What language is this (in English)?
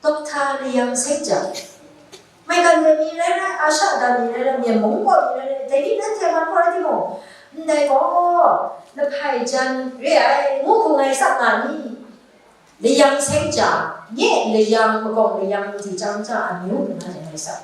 Kachin